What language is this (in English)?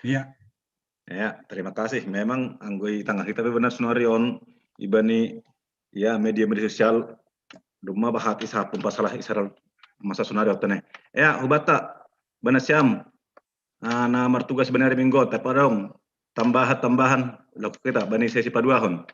Batak Simalungun